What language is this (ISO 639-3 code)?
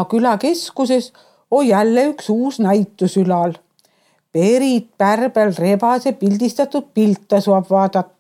est